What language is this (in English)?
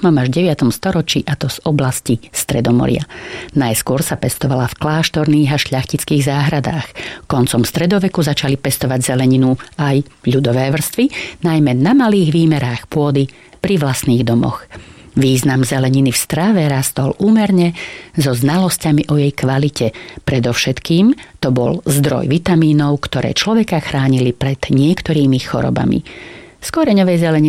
Slovak